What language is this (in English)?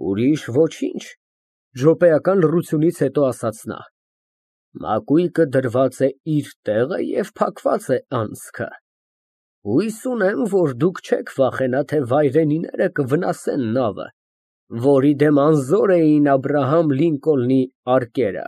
Armenian